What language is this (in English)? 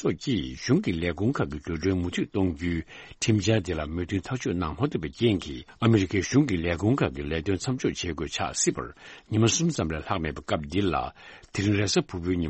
Tibetan